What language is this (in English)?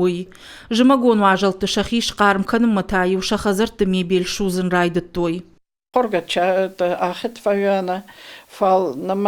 Ossetic